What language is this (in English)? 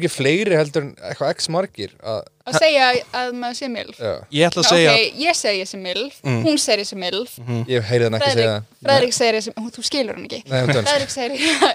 Icelandic